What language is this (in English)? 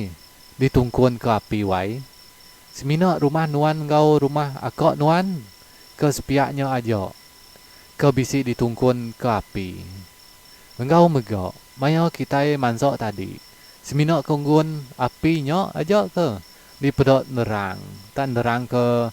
Iban